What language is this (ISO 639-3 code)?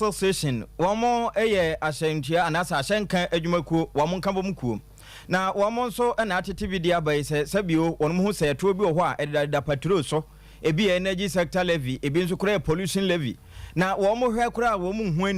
aka